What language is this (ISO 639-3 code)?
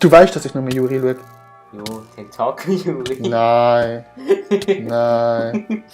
gsw